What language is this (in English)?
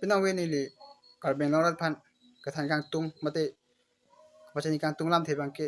Karbi